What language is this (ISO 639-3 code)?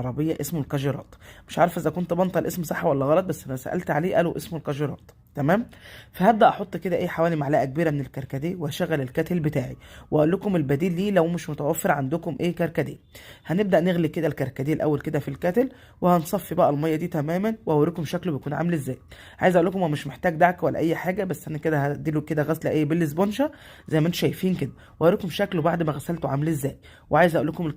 arz